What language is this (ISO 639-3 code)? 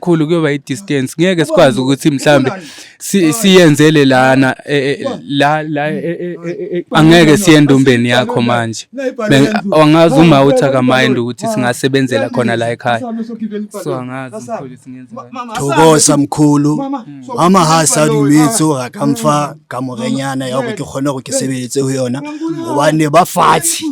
zul